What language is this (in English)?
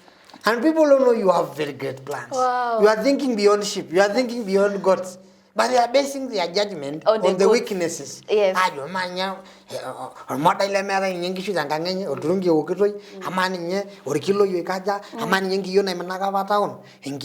Masai